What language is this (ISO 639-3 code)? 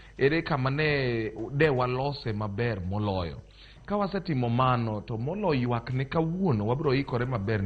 luo